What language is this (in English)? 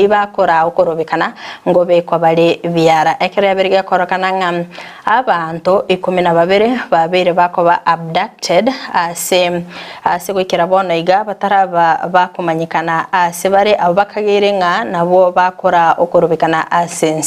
Gusii